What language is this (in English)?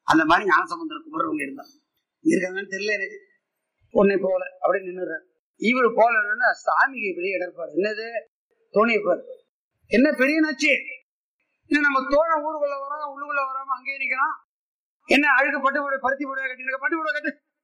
Tamil